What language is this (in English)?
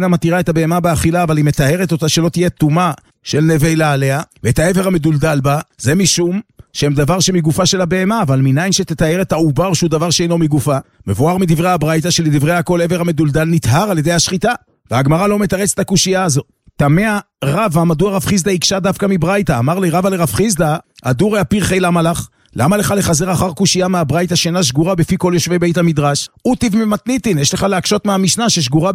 Hebrew